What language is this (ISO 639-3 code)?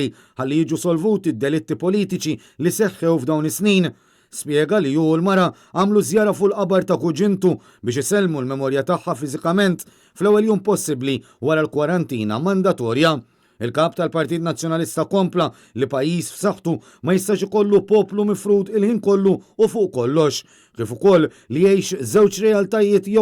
mlt